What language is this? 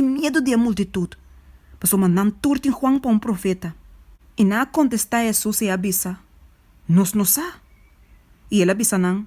Papiamento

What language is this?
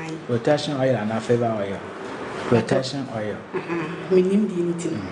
Akan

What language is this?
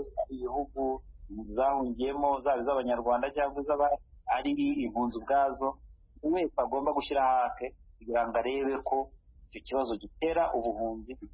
Kinyarwanda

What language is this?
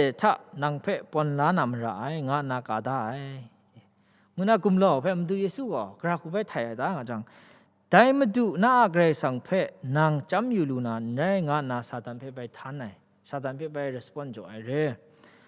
Kachin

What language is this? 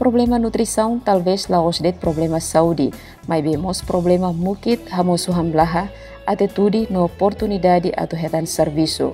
Tetum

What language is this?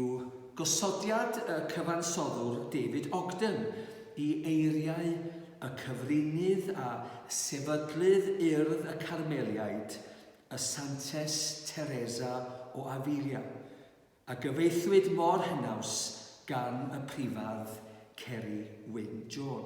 Welsh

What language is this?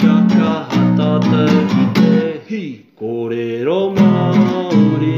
Māori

